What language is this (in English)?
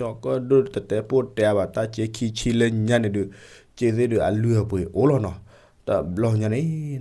S'gaw Karen